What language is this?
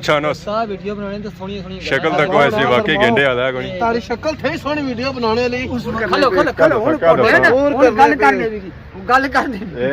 Pahari-Potwari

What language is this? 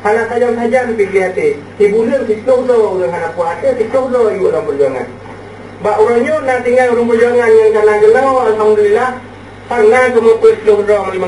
Achinese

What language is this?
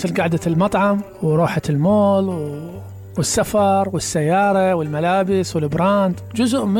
Mesopotamian Arabic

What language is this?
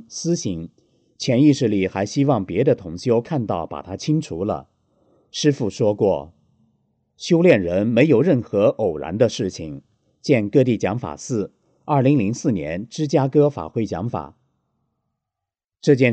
Chinese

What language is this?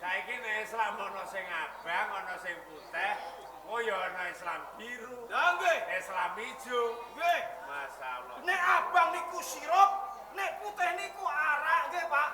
Javanese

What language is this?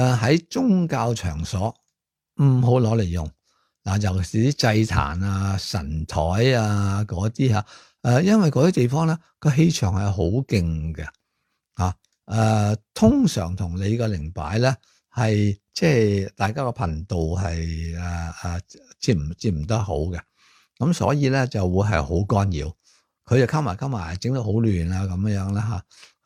Cantonese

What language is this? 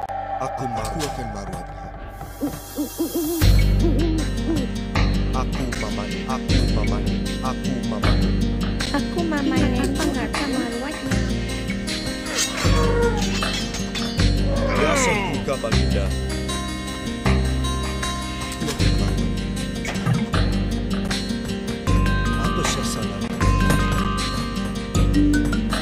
Malay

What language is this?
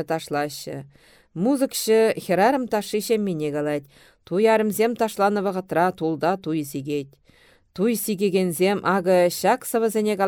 Chuvash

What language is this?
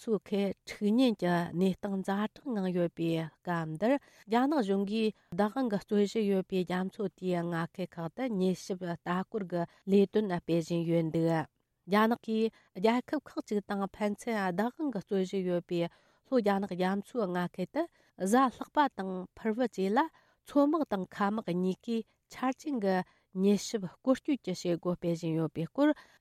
Tibetan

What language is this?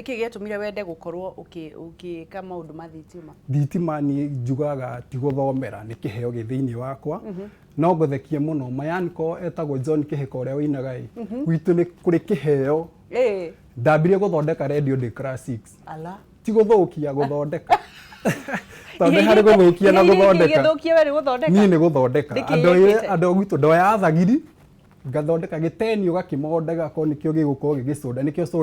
Kikuyu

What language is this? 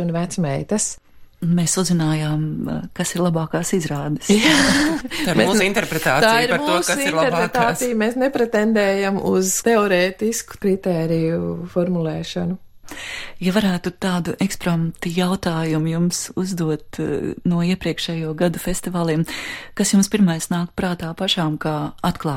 Latvian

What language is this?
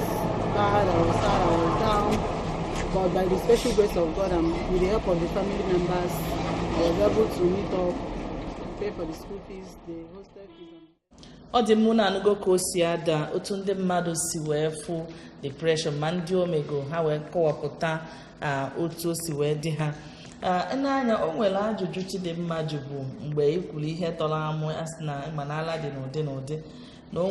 Igbo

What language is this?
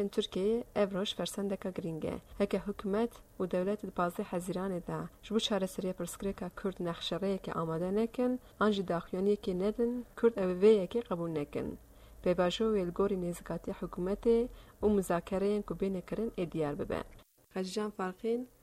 Kurdish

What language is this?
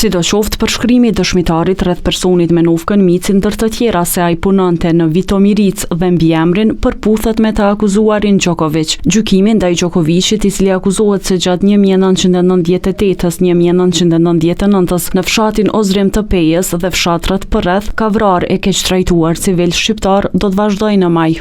Albanian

